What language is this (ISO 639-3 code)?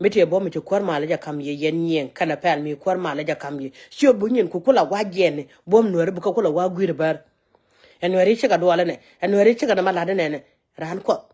nus